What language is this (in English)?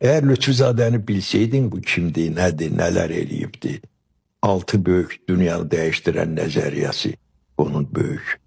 Azerbaijani